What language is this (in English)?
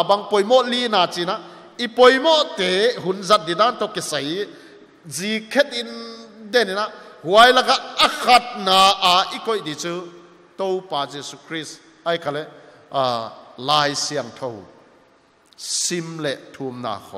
Paite Chin